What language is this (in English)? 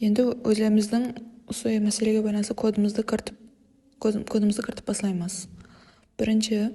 Kara-Kalpak